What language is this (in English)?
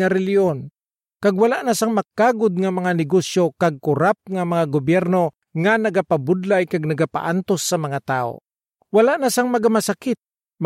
Hiligaynon